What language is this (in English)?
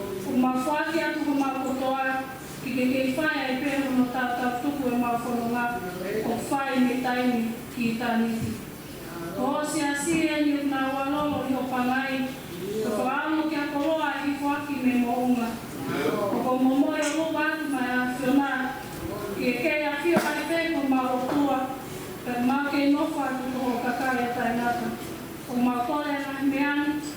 Tongan